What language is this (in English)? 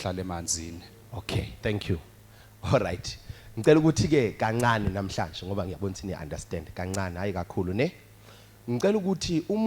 Zulu